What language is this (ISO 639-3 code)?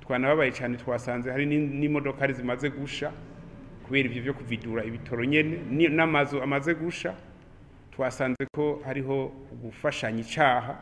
run